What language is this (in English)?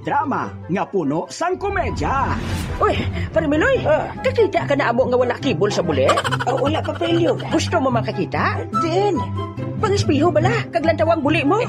Hiligaynon